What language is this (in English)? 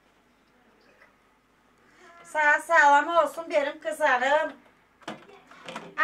Turkish